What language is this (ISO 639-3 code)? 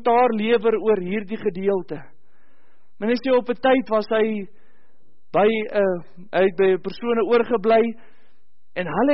afr